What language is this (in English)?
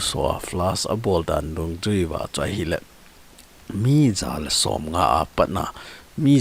Thado Chin